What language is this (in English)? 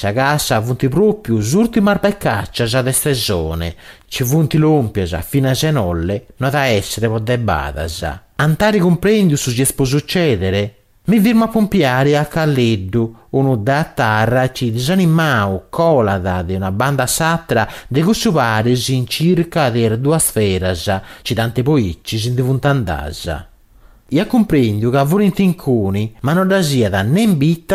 Sardinian